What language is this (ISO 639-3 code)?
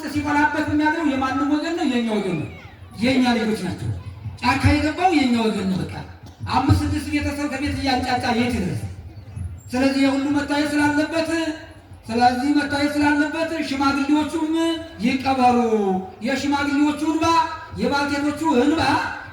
amh